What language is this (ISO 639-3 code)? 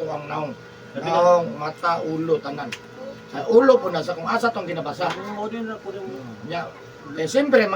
ceb